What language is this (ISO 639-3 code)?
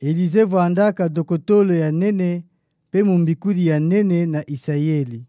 ktu